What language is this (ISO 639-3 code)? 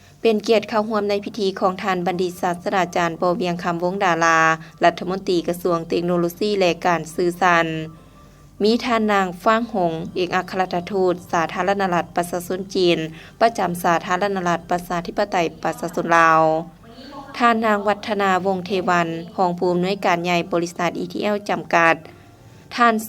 lao